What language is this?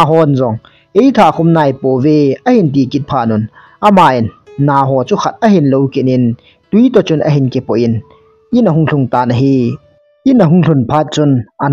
Thado Chin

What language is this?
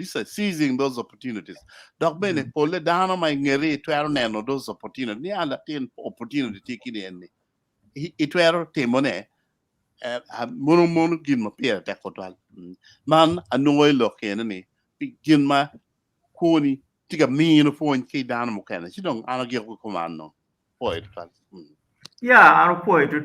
Acoli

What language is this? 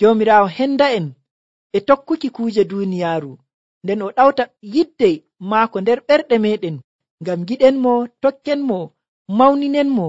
Nigerian Fulfulde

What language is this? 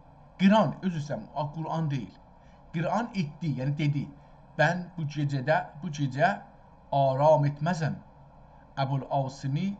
South Azerbaijani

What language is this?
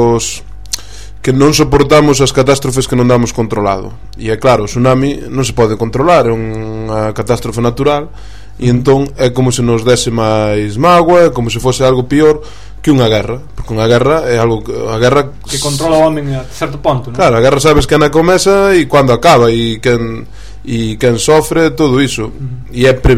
Galician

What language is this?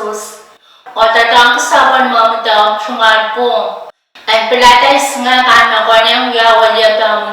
Pohnpeian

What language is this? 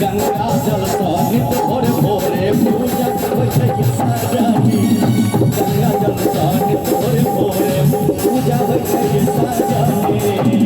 Maithili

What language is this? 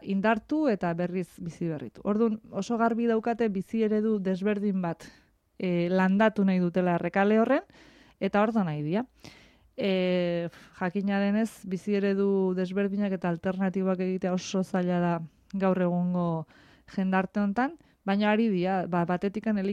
Basque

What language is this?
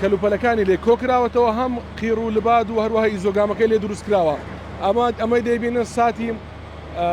Central Kurdish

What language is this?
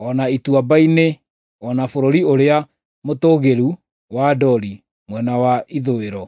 Kikuyu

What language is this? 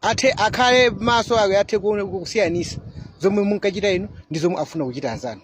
Nyanja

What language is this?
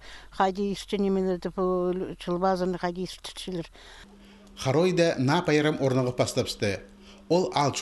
Khakas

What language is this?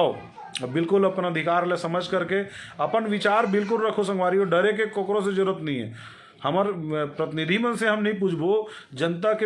Chhattisgarhi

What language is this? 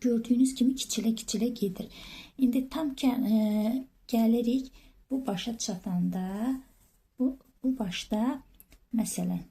Azerbaijani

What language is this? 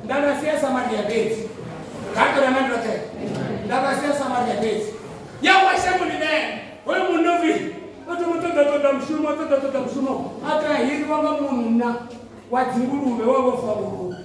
Venda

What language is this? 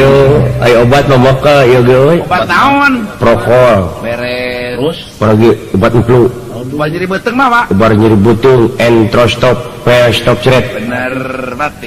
Sundanese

